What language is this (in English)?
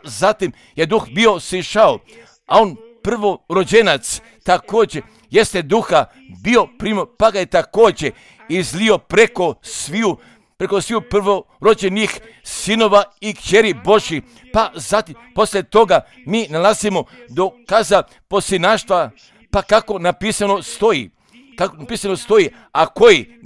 Croatian